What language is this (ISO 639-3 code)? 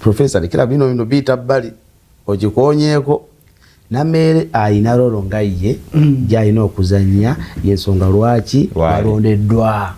lug